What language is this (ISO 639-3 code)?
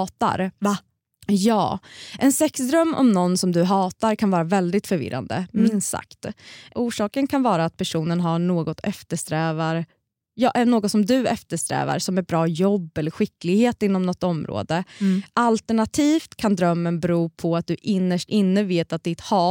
swe